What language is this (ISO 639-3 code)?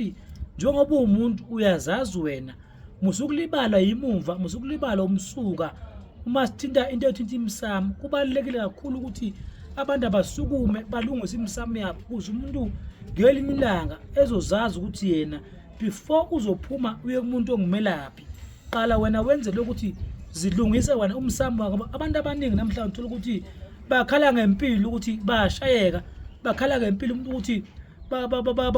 zul